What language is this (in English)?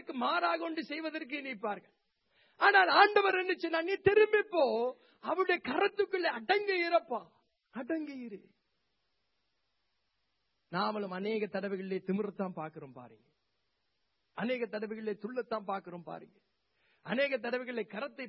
Tamil